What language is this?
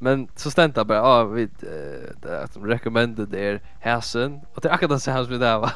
Faroese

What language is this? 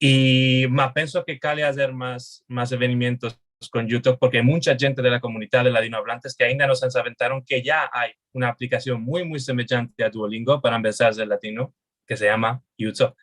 Ladino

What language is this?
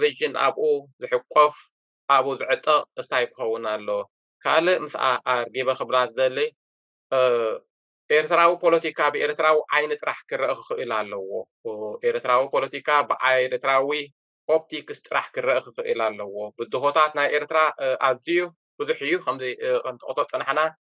Tigrinya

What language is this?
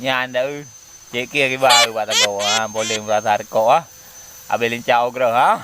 Achinese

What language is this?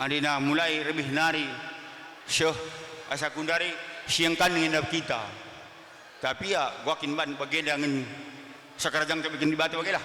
Batak Karo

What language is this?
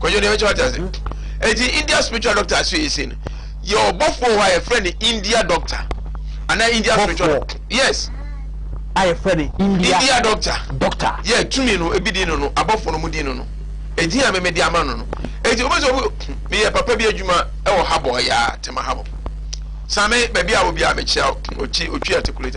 Akan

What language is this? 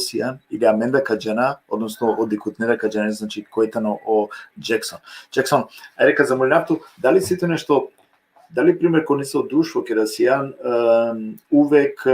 Balkan Romani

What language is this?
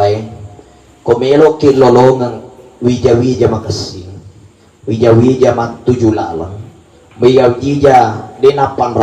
Buginese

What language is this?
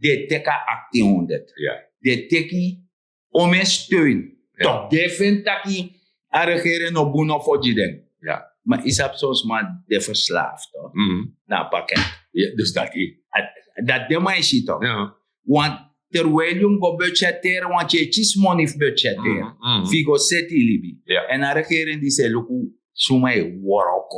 Sranan Tongo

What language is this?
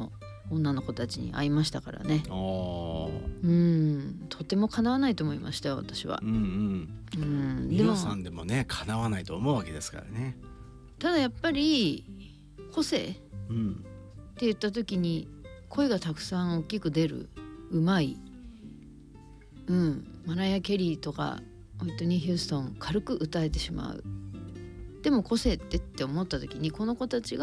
Japanese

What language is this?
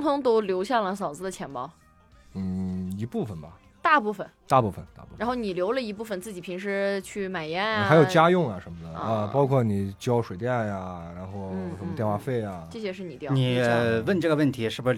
Chinese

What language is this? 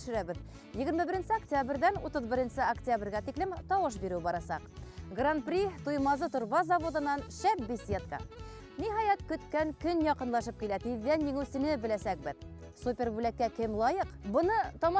Bashkir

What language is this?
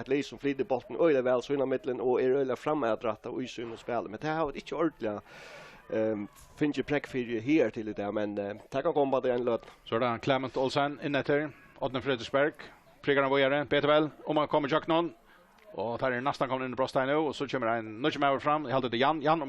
Faroese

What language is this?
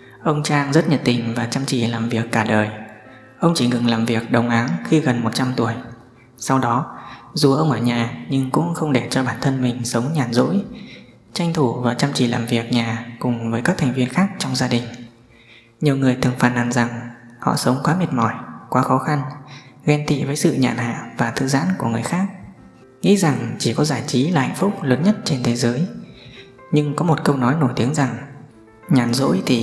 Vietnamese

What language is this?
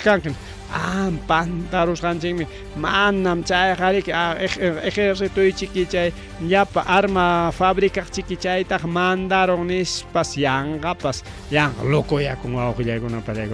Ayacucho Quechua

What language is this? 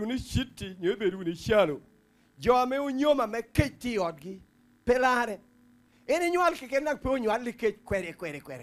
Lango (Uganda)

